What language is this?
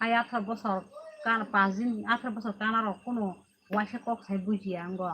Kok Borok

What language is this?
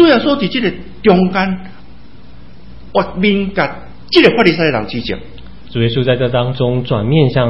Chinese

